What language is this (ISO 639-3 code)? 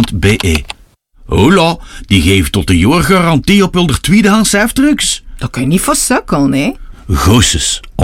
nld